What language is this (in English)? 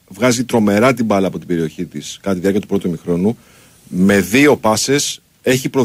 Greek